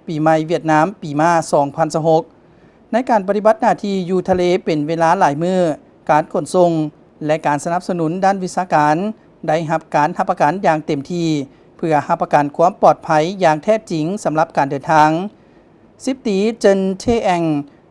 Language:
Lao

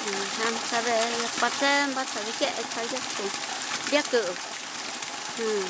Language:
Totontepec Mixe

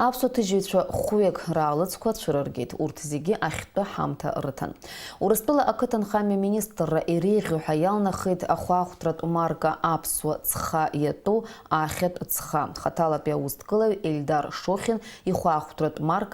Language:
Abkhazian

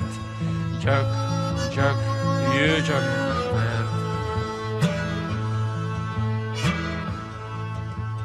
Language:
Dutch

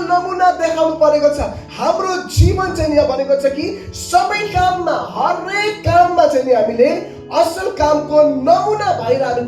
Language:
Nepali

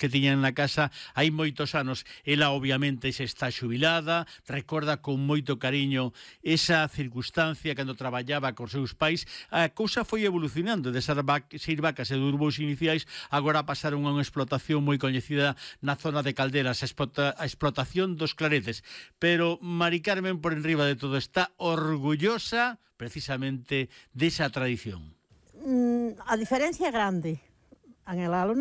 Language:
Galician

